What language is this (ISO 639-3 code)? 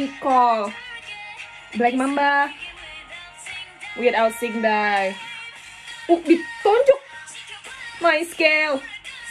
ind